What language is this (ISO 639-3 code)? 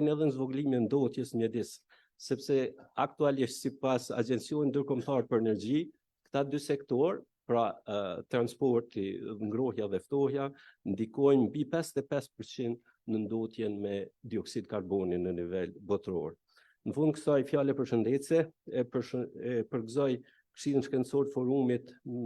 sqi